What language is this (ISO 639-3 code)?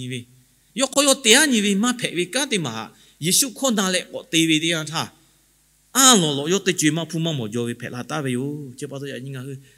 lhu